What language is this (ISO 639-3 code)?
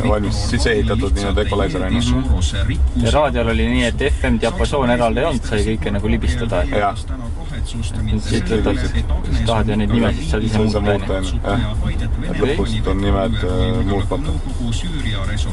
est